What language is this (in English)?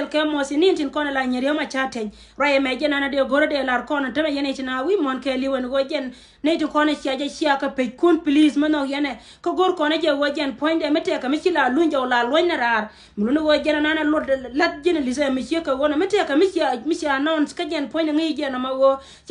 Nuer